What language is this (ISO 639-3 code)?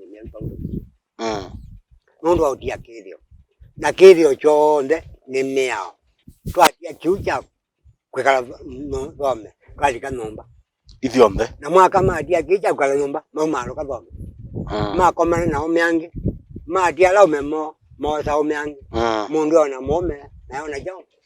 kam